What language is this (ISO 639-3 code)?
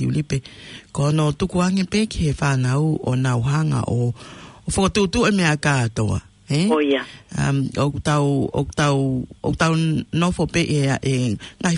ton